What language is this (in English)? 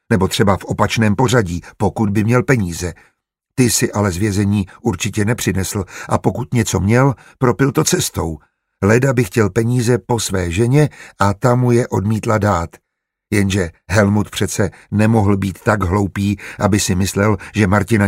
Czech